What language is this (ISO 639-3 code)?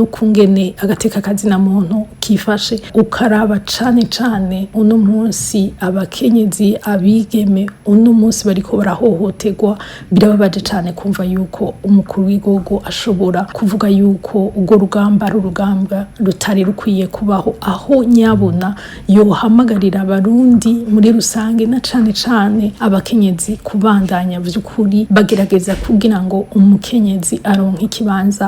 run